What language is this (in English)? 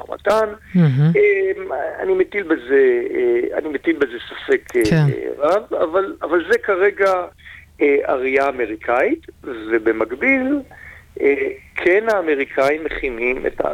Hebrew